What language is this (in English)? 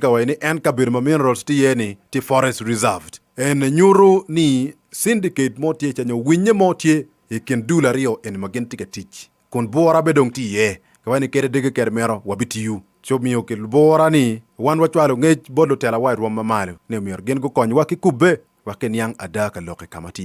Acoli